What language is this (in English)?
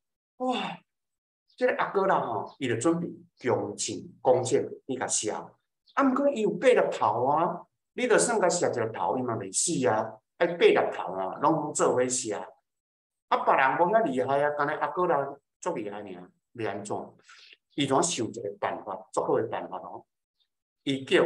Min Nan Chinese